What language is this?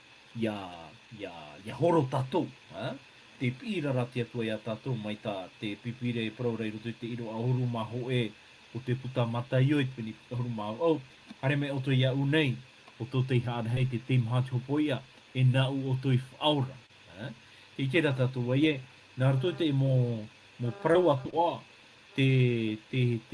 Tahitian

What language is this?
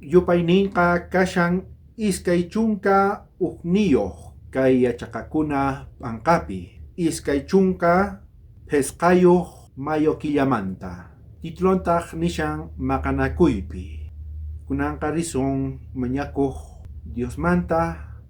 South Bolivian Quechua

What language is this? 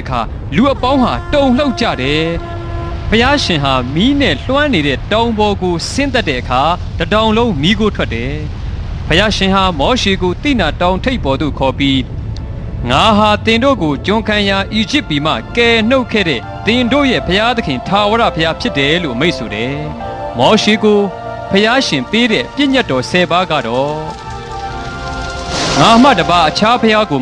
Burmese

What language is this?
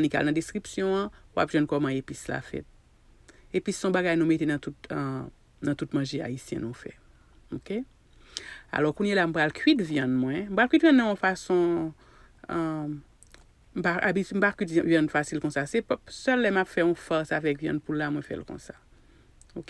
Haitian Creole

